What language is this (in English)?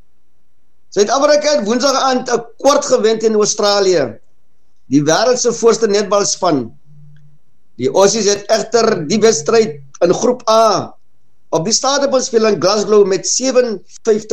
Afrikaans